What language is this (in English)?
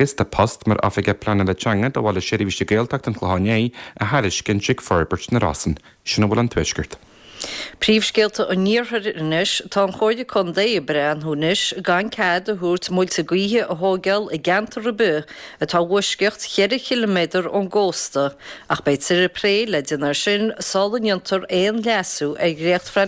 Irish